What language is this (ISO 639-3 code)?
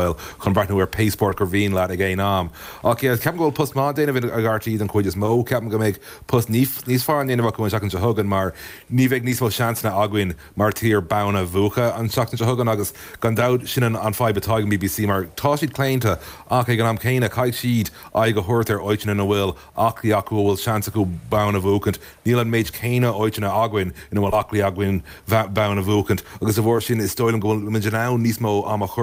gle